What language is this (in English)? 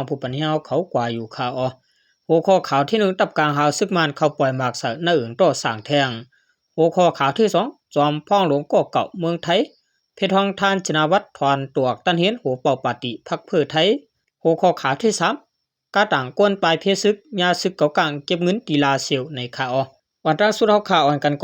Shan